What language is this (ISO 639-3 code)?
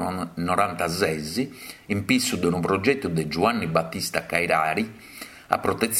srd